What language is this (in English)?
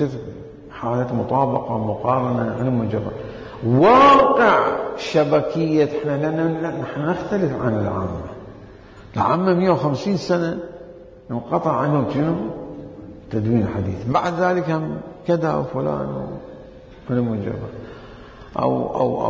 Mesopotamian Arabic